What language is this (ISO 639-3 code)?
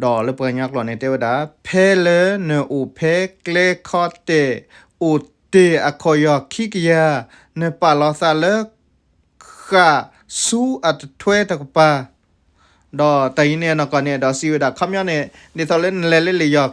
ksw